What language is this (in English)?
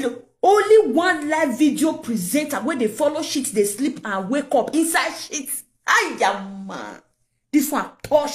Nigerian Pidgin